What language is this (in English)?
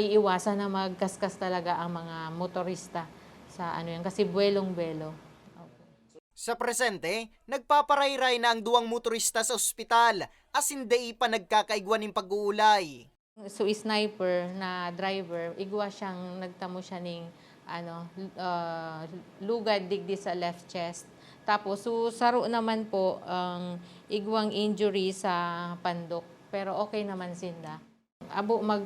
Bikol